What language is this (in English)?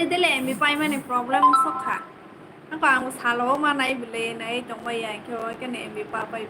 Kok Borok